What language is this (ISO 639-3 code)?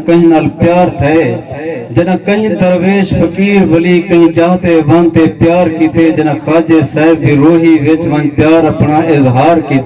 skr